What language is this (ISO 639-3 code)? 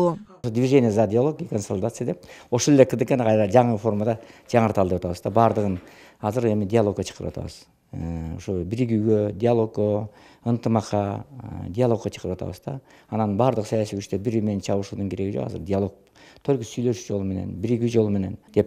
kir